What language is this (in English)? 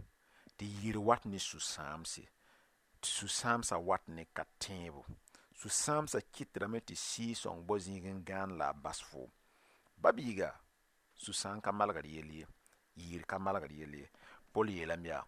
Mossi